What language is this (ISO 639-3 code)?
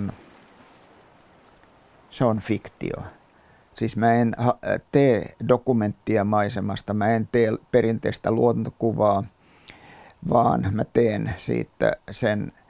fin